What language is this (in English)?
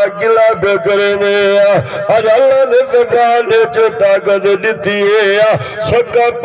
Saraiki